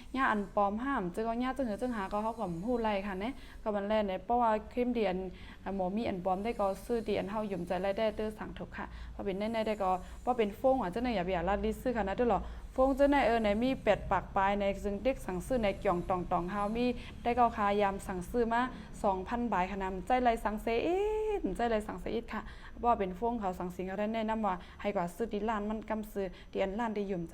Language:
Shan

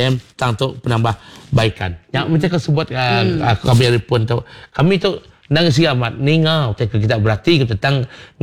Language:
Iban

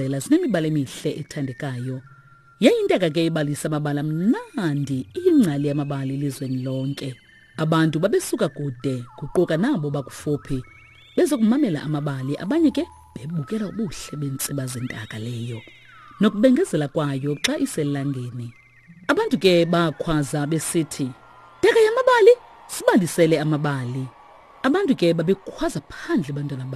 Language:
Xhosa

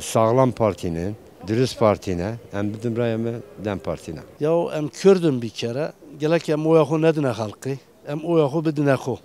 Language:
Kurdish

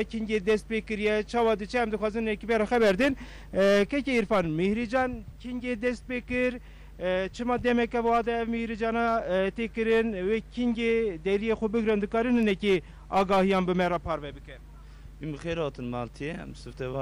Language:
Kurdish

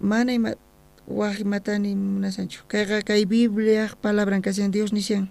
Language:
South Bolivian Quechua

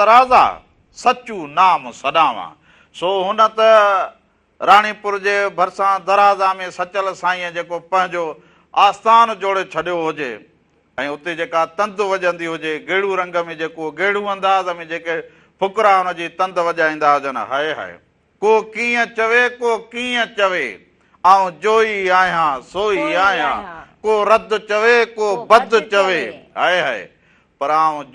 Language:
Sindhi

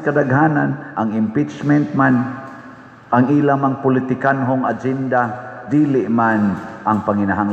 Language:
Cebuano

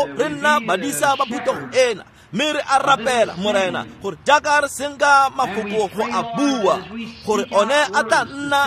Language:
Tswana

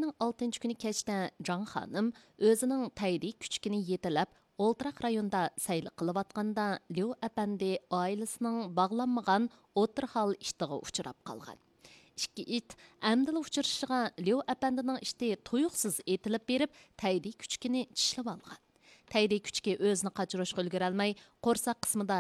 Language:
Uyghur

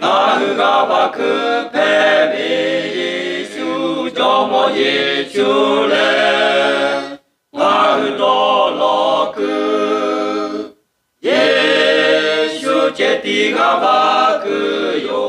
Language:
Lahu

